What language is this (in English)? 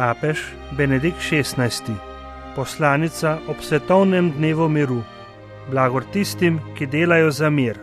Slovenian